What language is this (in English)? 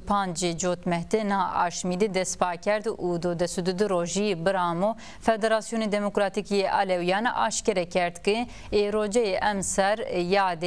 Zaza